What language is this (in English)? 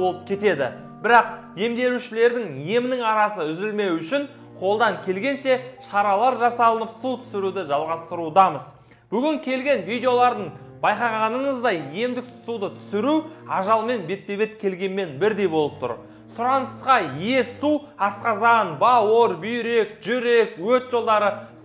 Kazakh